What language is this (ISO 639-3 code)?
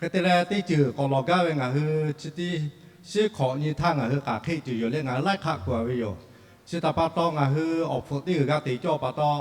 lhu